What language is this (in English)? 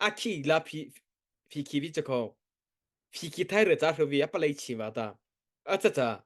Mara Chin